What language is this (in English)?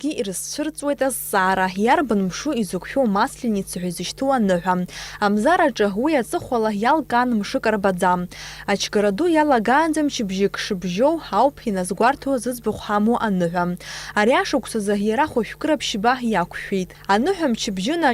Abkhazian